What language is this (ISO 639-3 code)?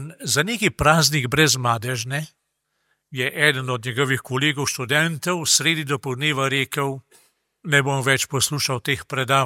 slv